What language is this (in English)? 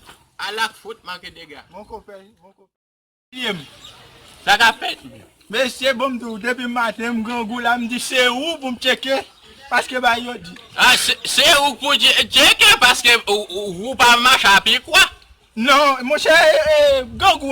Haitian Creole